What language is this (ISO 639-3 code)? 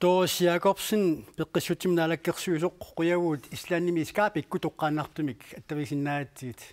kal